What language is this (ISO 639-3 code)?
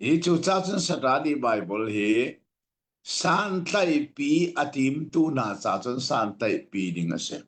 cnh